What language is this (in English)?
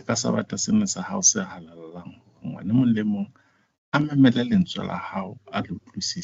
Southern Sotho